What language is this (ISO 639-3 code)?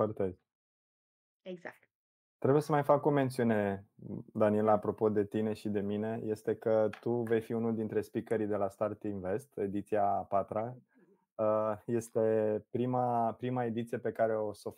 ron